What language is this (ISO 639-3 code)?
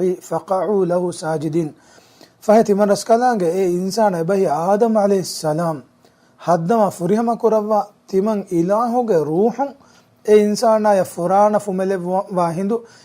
div